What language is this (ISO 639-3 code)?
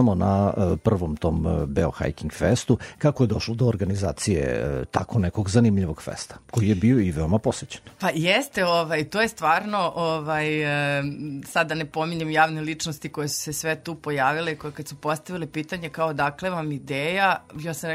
srp